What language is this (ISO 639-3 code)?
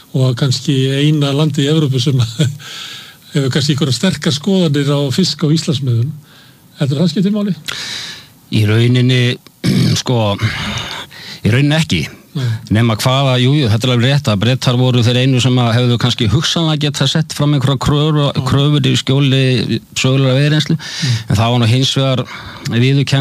isl